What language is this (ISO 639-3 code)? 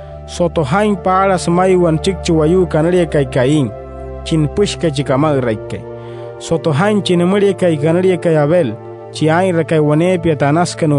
guc